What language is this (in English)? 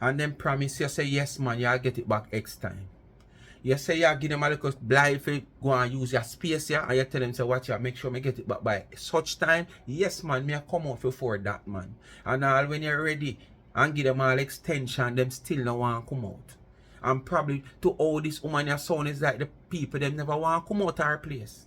Jamaican Creole English